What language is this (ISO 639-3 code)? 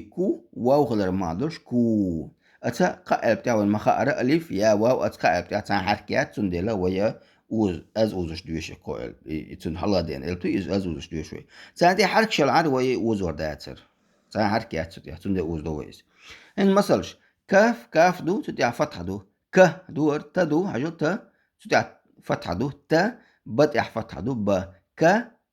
che